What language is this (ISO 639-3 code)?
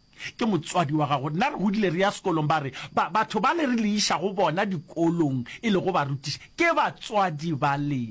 nso